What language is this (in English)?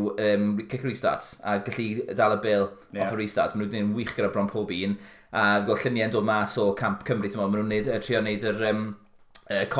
Welsh